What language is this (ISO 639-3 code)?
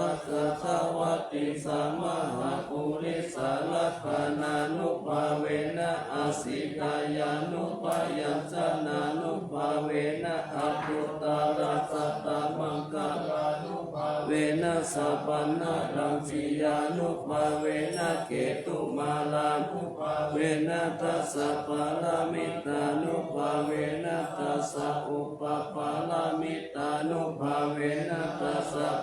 pli